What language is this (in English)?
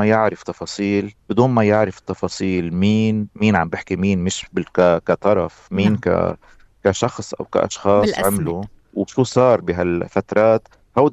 North Levantine Arabic